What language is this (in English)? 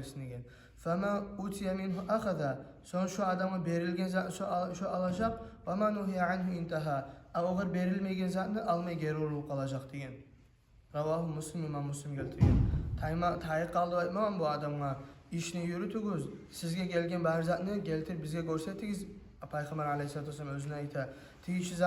Kumyk